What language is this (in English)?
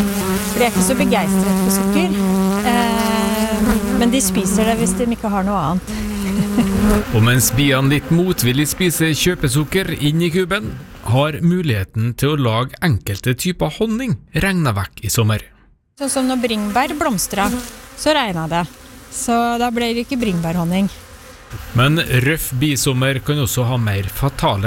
Norwegian